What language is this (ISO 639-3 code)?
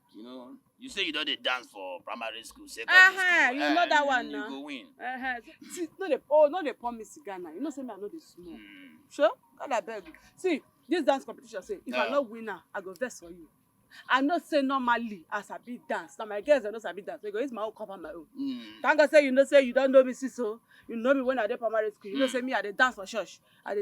pcm